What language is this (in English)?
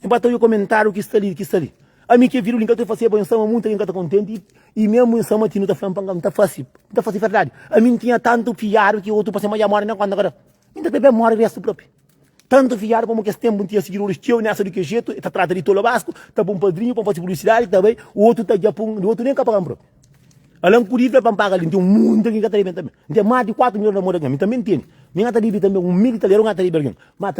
Kabuverdianu